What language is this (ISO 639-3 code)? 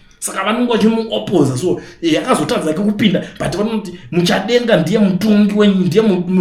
sna